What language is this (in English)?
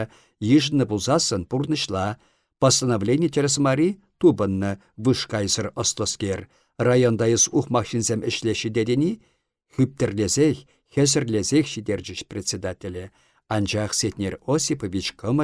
Chuvash